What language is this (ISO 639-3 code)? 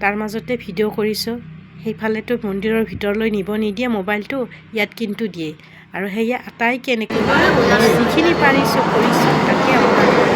asm